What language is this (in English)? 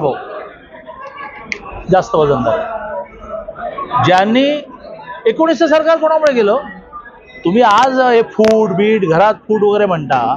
Marathi